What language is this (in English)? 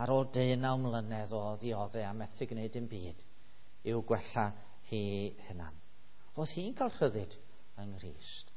Welsh